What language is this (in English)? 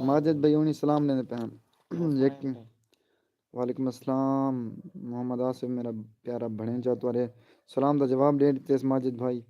Saraiki